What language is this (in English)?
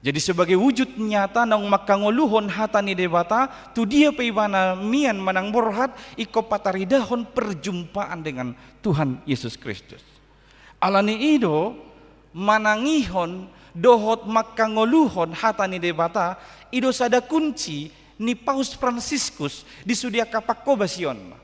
Batak Toba